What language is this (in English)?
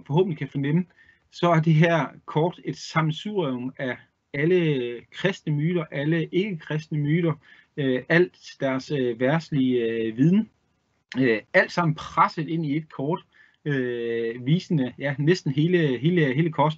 Danish